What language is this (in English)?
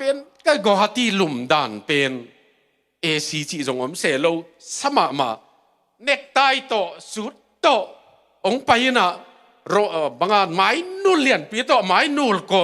Tedim Chin